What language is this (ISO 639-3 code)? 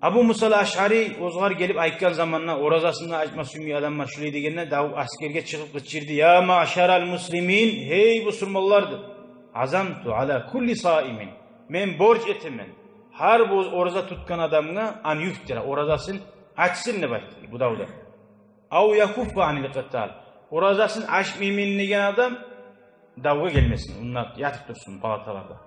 kum